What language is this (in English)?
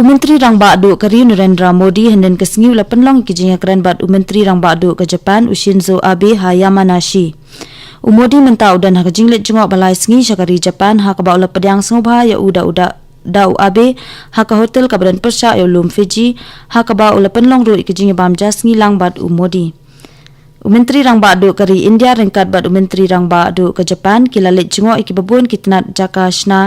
Khasi